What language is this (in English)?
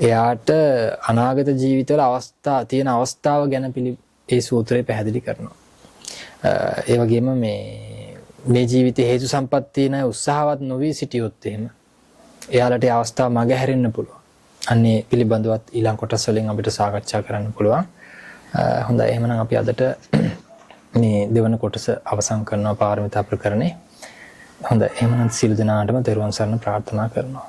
Sinhala